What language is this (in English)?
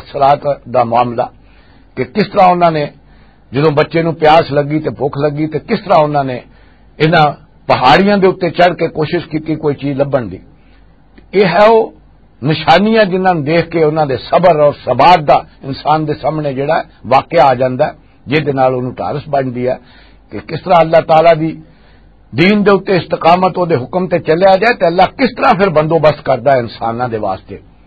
Western Panjabi